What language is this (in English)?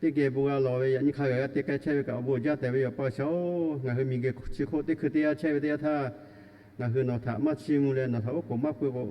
Lahu